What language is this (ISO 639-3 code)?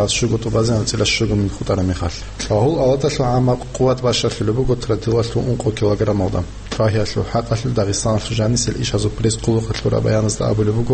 ava